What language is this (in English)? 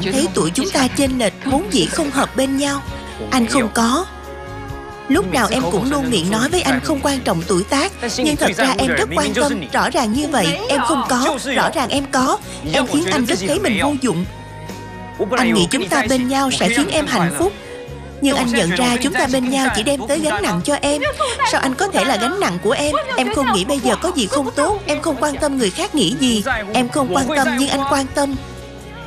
Vietnamese